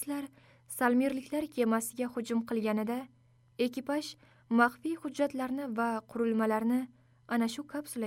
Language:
Uzbek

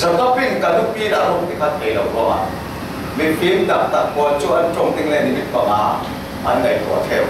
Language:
Falam Chin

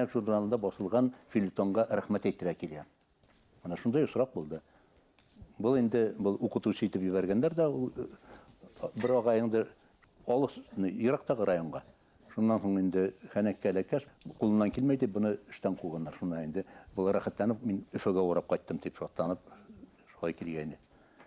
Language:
Bashkir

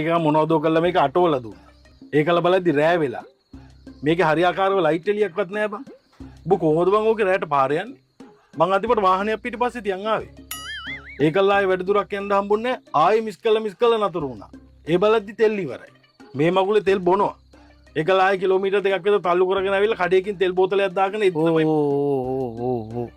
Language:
Sinhala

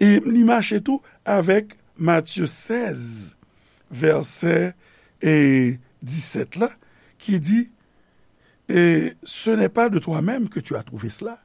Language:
Haitian Creole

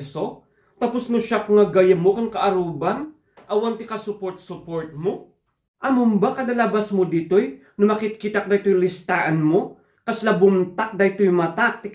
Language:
Iloko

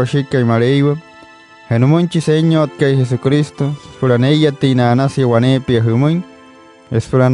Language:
Wayuu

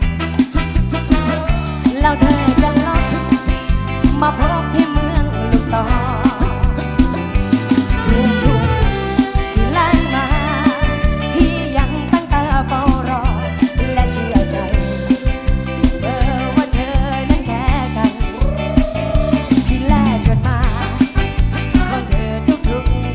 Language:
Thai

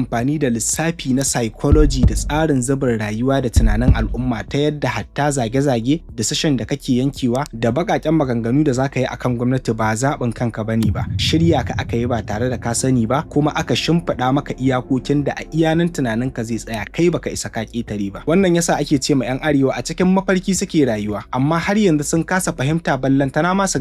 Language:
Hausa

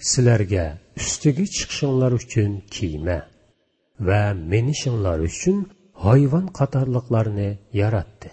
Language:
Uyghur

